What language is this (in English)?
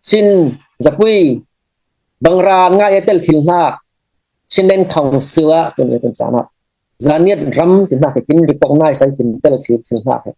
Falam Chin